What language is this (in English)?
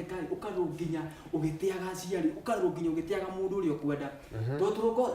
Kikuyu